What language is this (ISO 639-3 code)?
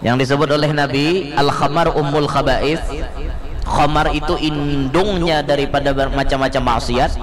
bjn